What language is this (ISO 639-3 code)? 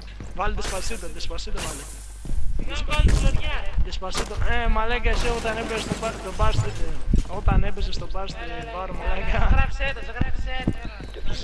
ell